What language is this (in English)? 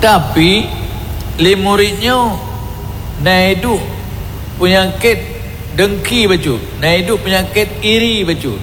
Achinese